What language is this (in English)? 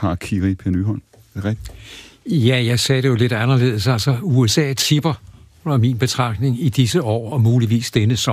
Danish